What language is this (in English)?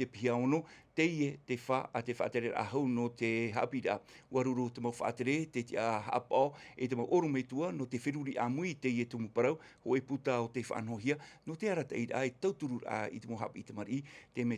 Tahitian